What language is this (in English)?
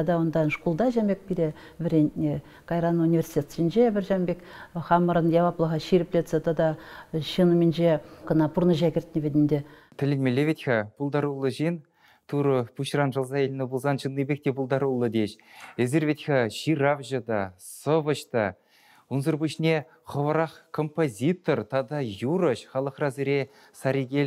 Chuvash